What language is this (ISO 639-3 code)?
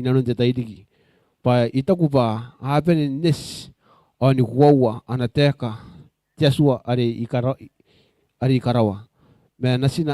gil